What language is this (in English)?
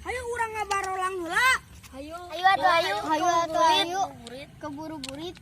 Sundanese